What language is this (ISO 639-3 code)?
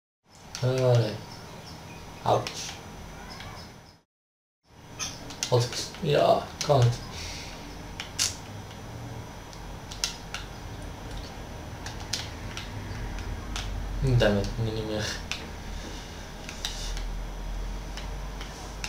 nld